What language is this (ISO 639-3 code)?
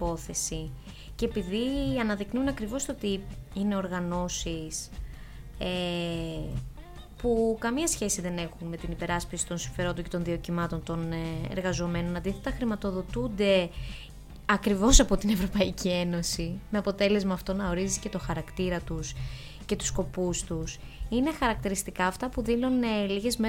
ell